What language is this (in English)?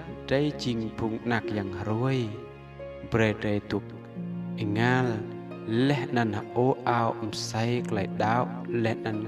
Rade